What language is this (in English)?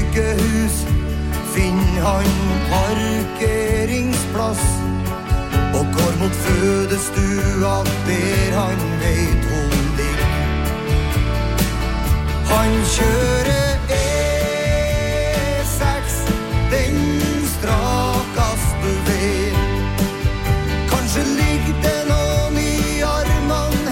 Norwegian